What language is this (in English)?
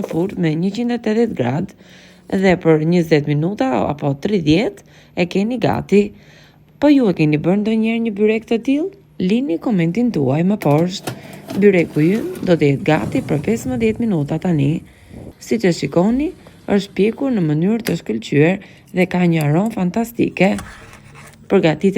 Albanian